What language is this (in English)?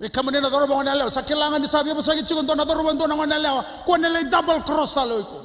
Fijian